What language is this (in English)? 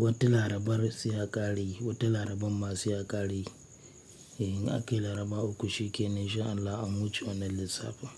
Hausa